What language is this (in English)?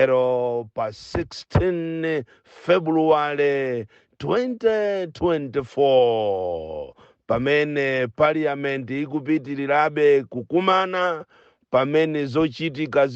Nyanja